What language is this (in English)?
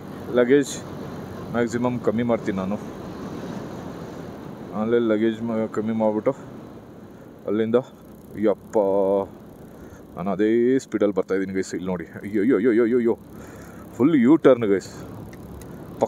Kannada